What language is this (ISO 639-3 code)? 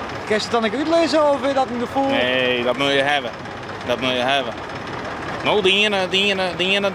fry